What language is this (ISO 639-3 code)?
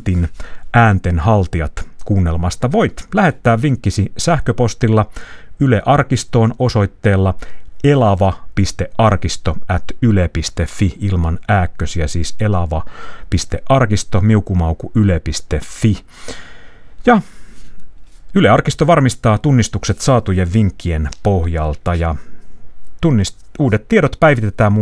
fin